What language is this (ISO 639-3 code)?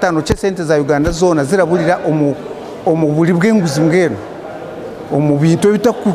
nyn